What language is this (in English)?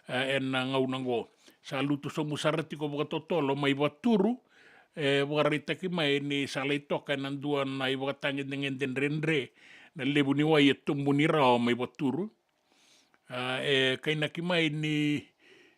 Fijian